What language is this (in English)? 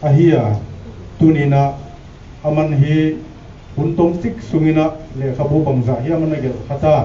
Paite Chin